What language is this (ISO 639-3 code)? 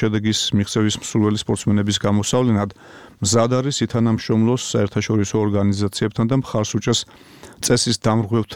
kat